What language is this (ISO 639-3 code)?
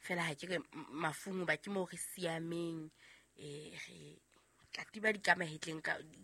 sot